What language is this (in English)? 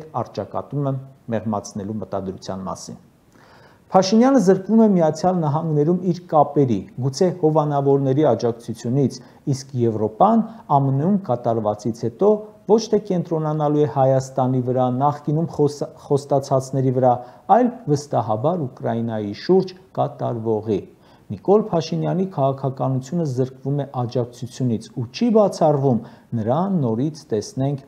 Armenian